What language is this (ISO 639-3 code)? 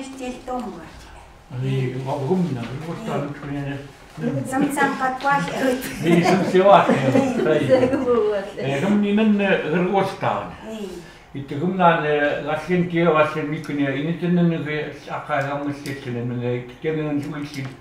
ckt